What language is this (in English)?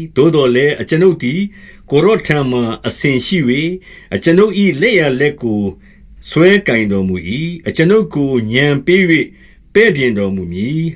Burmese